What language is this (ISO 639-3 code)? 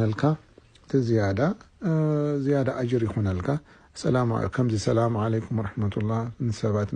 tir